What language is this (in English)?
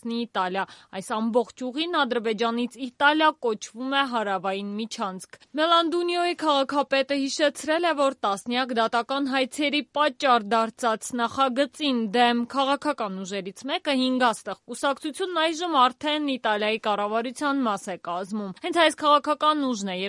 Armenian